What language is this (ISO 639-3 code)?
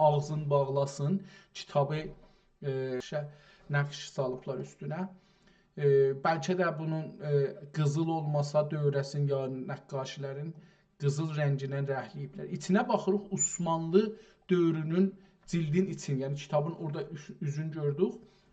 azb